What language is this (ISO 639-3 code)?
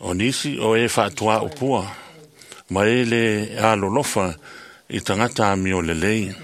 smo